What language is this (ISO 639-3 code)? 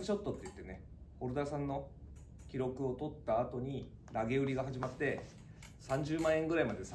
jpn